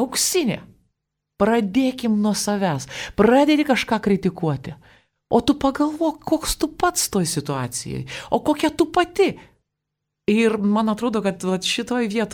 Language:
Lithuanian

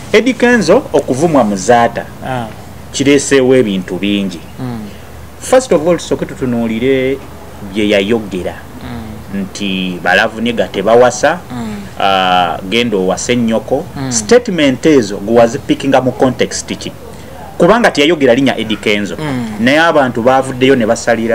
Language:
Ganda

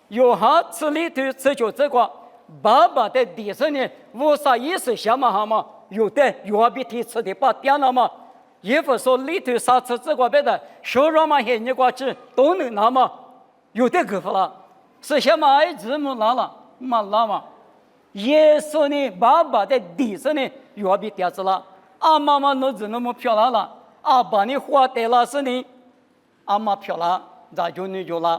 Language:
Lisu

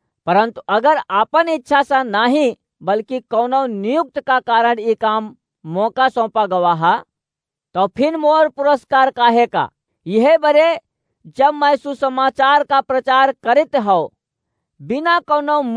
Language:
Awadhi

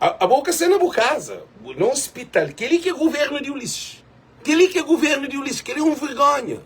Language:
Kabuverdianu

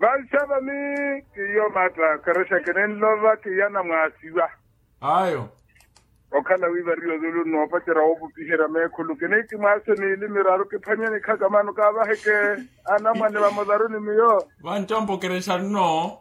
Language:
Makhuwa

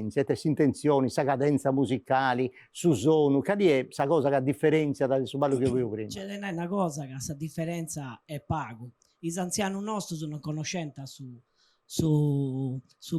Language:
Sardinian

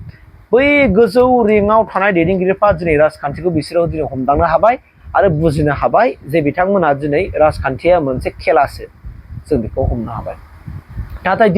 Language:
Bodo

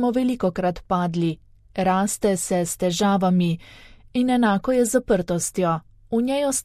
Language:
Slovenian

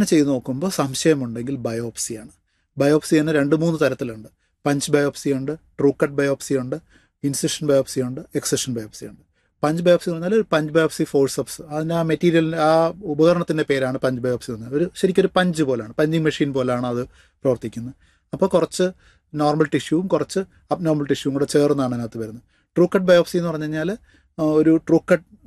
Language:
Malayalam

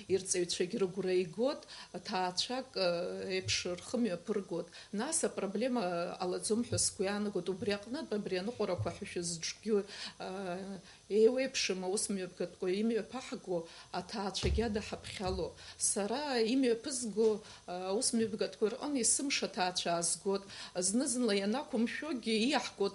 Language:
Abkhazian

